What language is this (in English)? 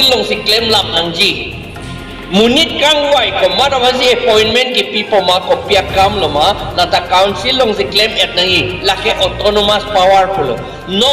Karbi